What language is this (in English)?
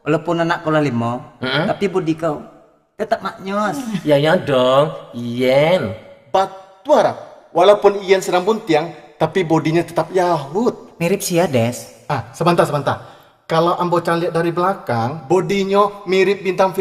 Minangkabau